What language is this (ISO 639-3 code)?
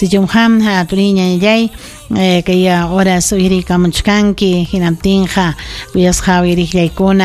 quy